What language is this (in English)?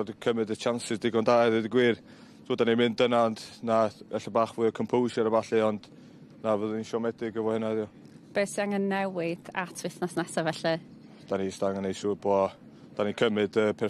Welsh